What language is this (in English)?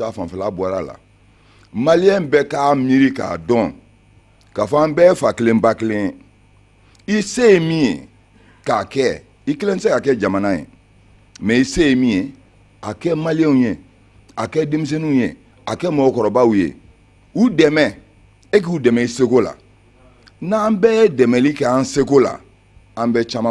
Bambara